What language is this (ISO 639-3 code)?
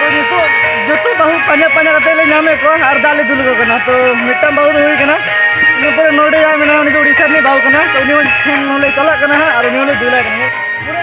sat